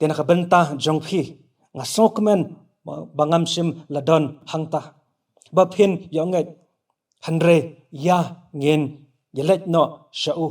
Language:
Khasi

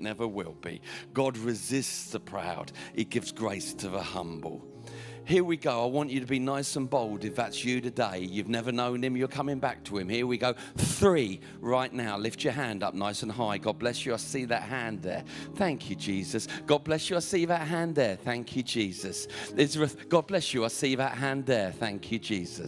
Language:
English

